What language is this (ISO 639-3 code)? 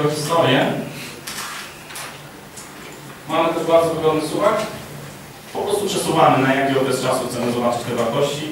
pol